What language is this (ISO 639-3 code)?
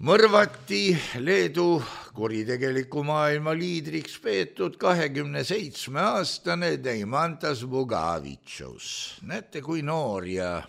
est